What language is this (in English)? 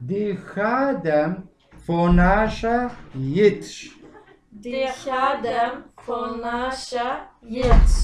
Kabardian